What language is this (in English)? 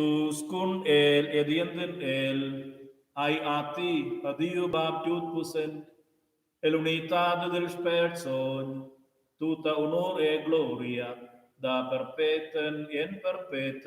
Romansh